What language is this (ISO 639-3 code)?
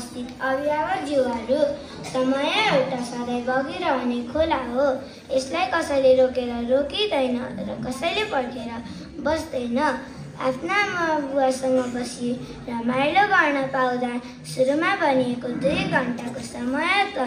nep